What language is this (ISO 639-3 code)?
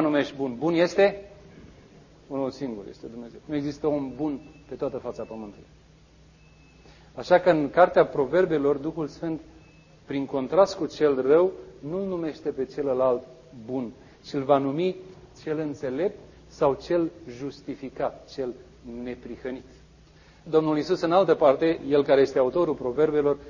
ron